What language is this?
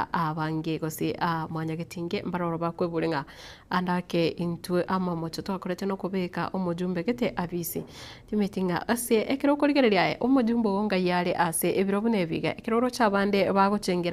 Gusii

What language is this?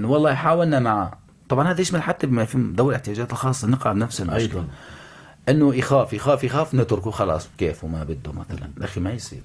North Levantine Arabic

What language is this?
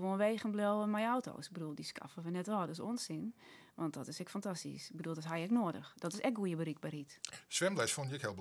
Western Frisian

